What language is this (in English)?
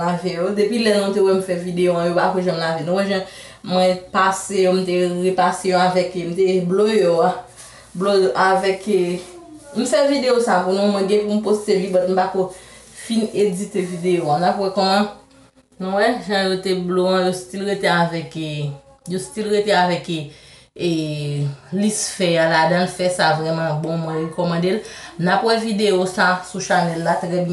Haitian Creole